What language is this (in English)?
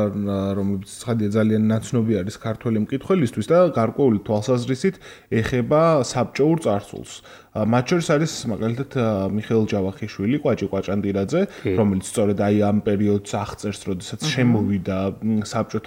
Georgian